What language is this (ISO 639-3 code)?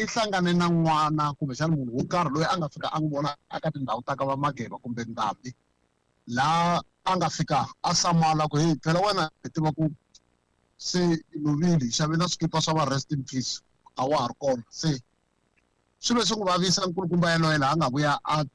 tso